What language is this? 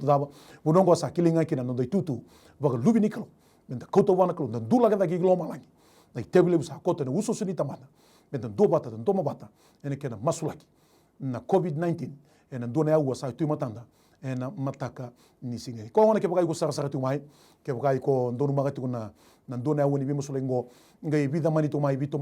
Fijian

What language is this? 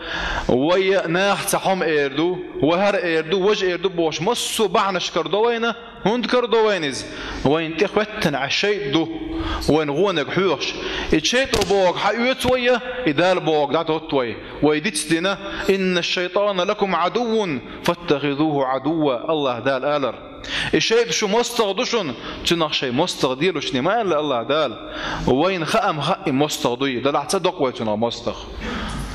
Chechen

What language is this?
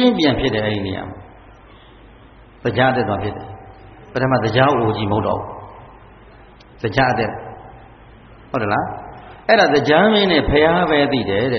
Burmese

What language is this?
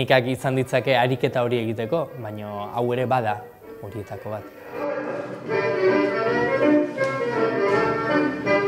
Basque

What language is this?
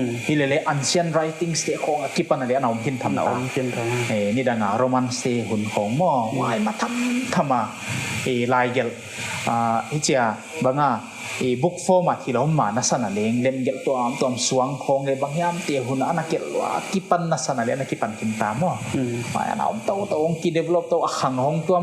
Paite Chin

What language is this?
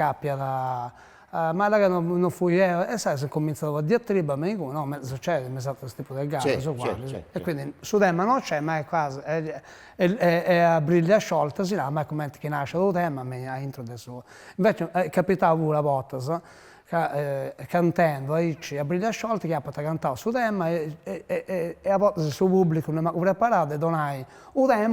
Sardinian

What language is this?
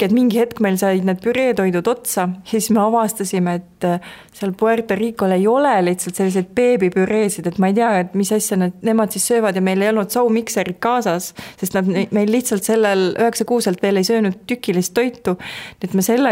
Estonian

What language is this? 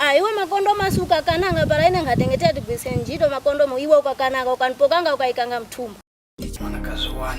Tumbuka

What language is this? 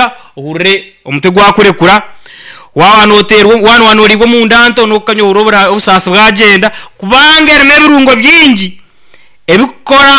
Nyankole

